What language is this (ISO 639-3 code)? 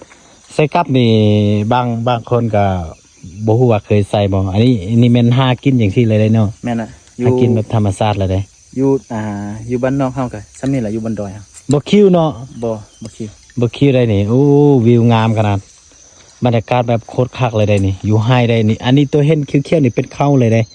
lao